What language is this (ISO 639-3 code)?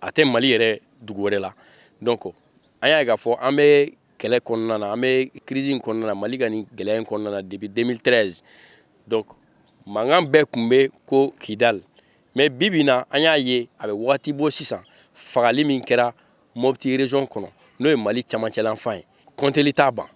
bam